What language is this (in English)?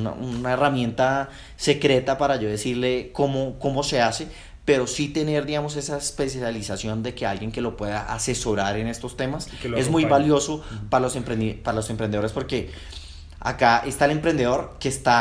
Spanish